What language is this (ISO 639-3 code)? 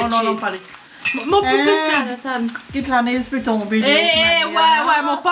mfe